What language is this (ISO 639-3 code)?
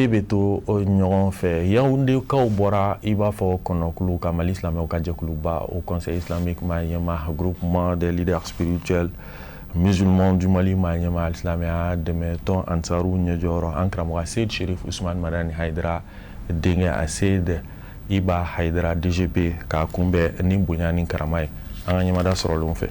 bam